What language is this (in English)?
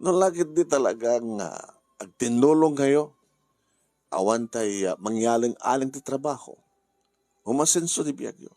Iloko